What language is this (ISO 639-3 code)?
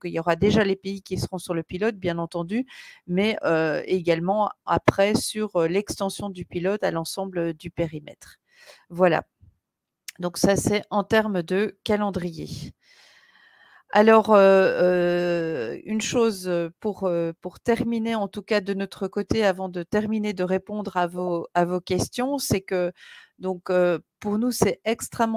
fra